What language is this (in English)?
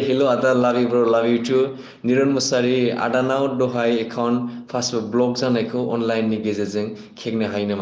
Bodo